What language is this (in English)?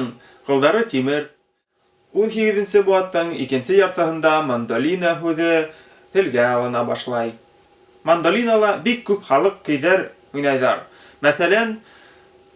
Bashkir